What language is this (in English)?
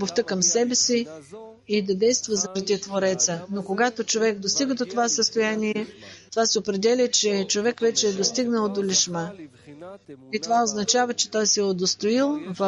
Bulgarian